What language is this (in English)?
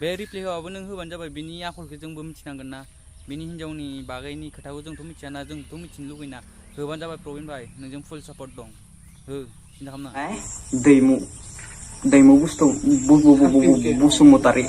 Bodo